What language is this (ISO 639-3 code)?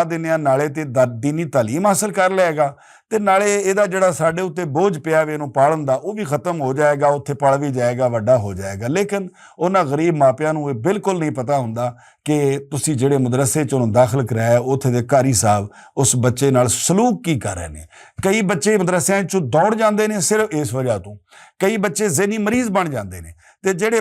lah